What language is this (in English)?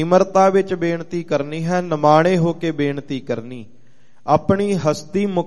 Punjabi